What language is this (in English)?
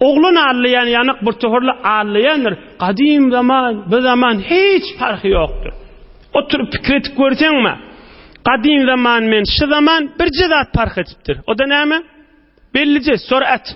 Turkmen